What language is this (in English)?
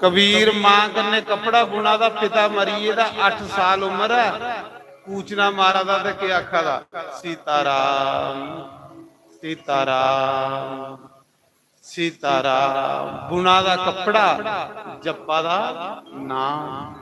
Dogri